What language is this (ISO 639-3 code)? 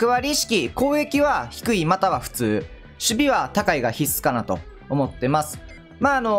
jpn